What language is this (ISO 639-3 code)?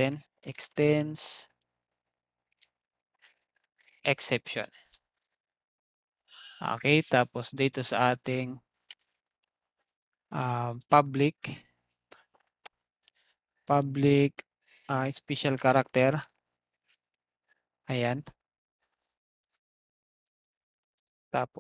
fil